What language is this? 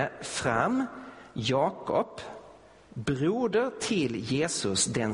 Swedish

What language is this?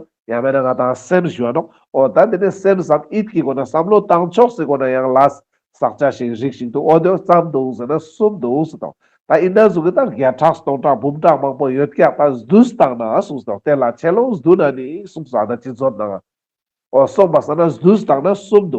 Ladakhi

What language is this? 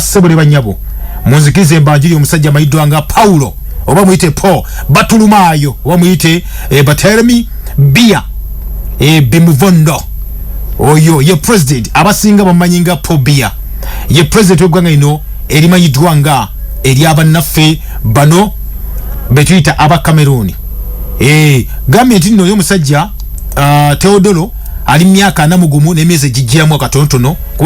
Ganda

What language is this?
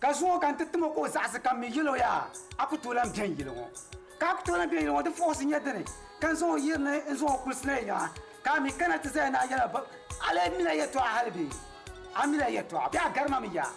Dagbani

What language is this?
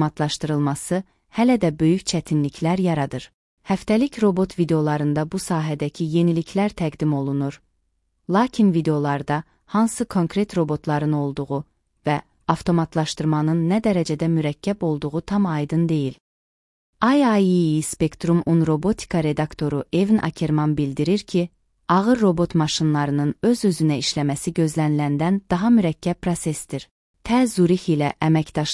Azerbaijani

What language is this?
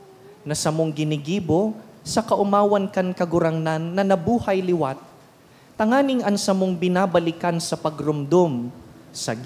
Bikol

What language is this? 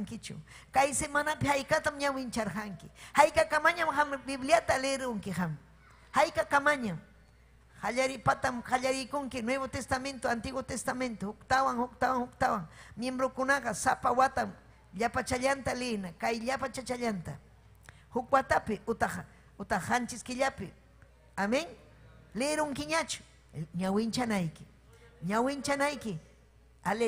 Ayacucho Quechua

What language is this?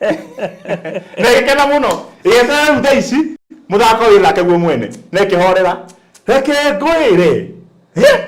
Kikuyu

